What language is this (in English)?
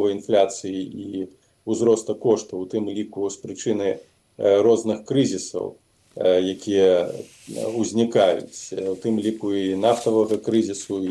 Belarusian